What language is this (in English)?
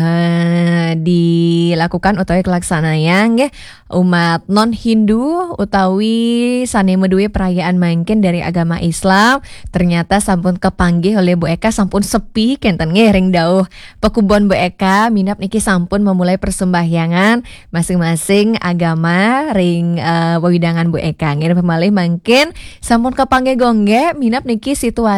Balinese